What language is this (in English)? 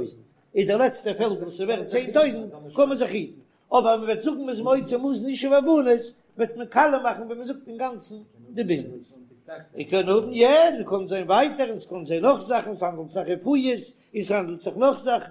Yiddish